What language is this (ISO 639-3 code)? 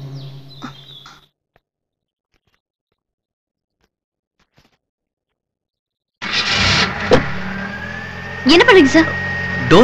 tam